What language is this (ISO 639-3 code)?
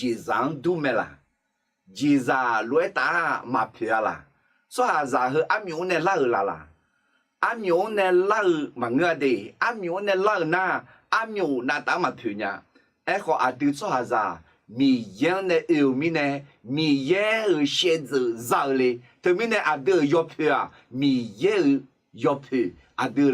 ahk